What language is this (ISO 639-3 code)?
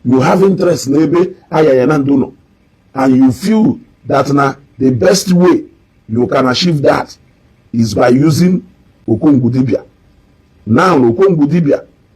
ibo